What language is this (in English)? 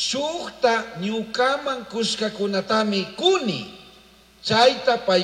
Chimborazo Highland Quichua